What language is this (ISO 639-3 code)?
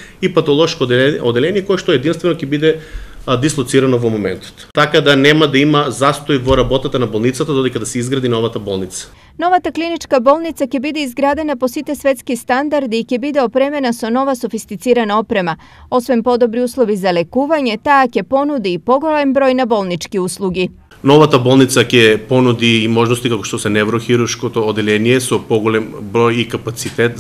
mkd